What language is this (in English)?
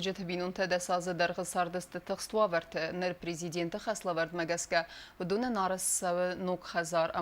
Ossetic